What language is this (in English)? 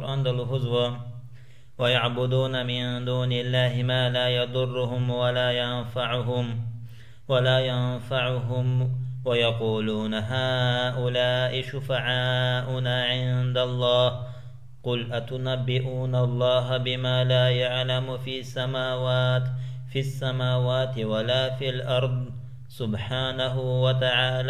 Lezghian